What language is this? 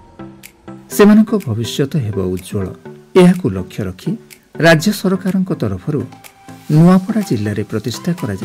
Odia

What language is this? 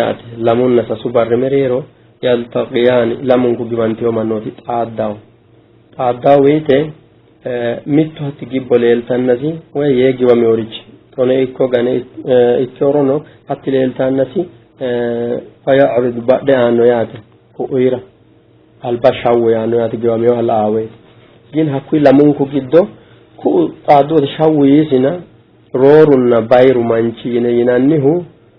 Sidamo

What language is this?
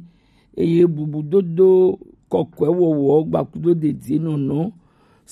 Gen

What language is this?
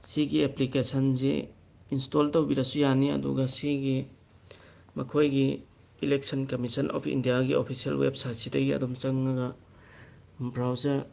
Manipuri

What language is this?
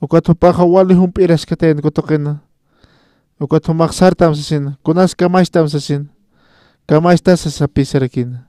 Aymara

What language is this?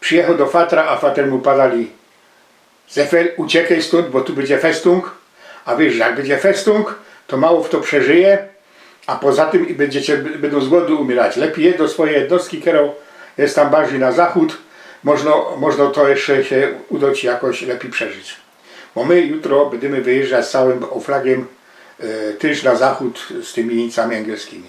Silesian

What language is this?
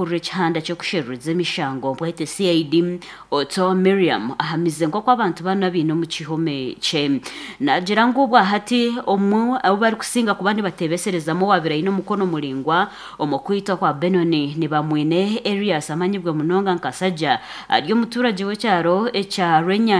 Nyankole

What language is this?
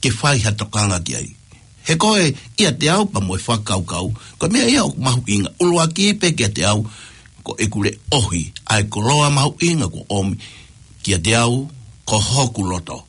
Tongan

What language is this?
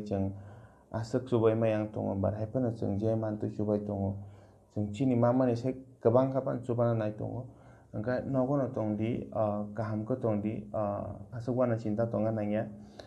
Kok Borok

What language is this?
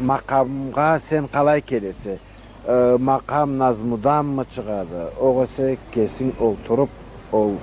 Karachay-Balkar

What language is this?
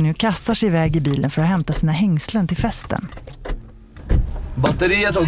Swedish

